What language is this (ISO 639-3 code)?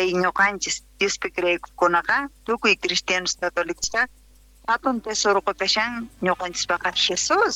quh